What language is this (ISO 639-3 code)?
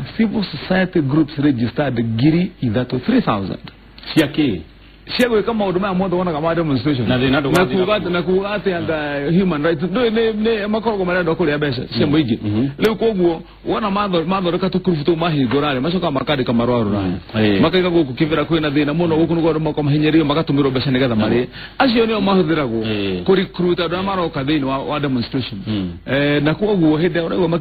kik